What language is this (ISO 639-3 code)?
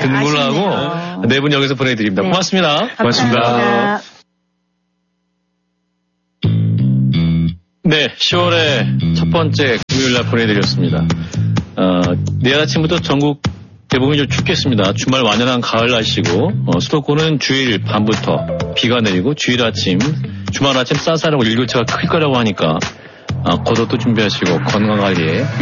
kor